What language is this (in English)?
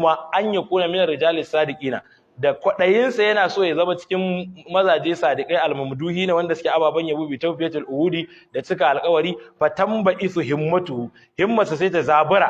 Hausa